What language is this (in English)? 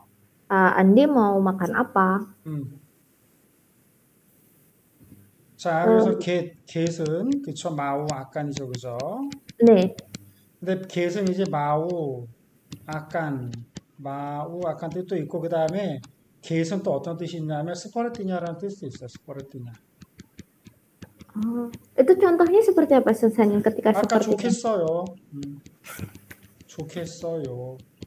Korean